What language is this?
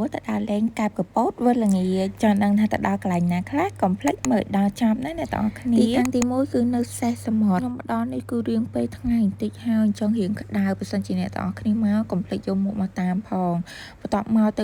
Khmer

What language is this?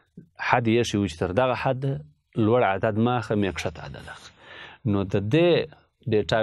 Pashto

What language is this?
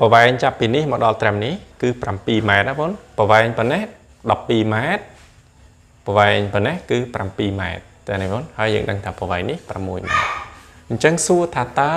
Khmer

